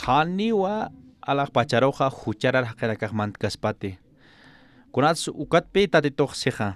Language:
Aymara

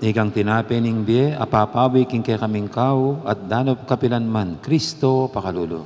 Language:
Pampanga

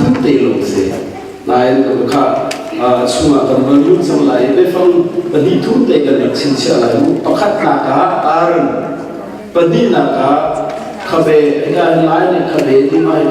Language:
Hakha Chin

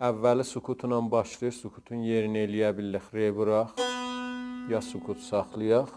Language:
South Azerbaijani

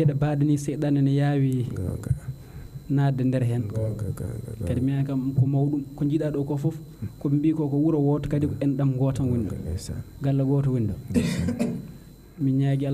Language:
Fula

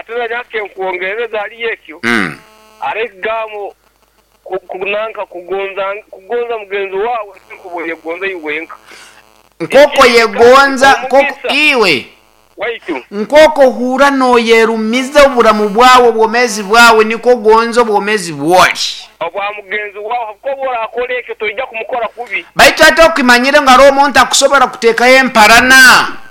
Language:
Nyoro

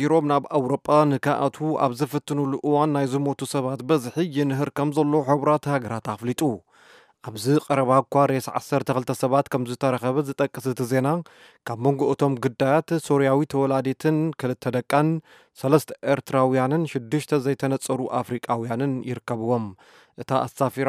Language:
Tigrinya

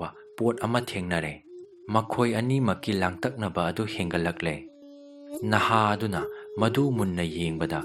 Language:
Manipuri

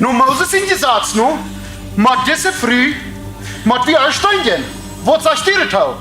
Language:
Plautdietsch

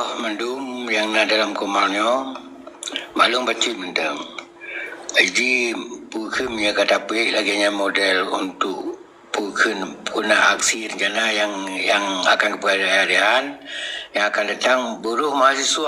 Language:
Achinese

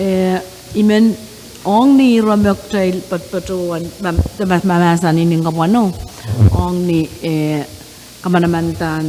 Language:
Pohnpeian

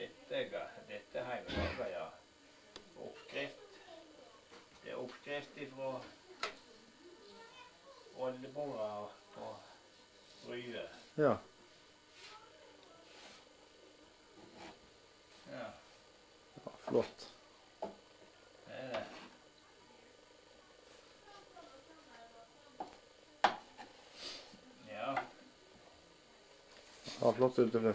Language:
Norwegian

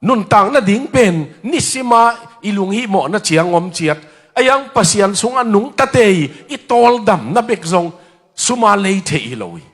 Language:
Tedim Chin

